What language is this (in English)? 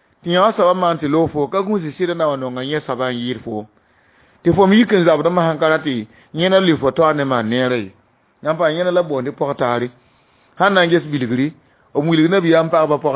Mossi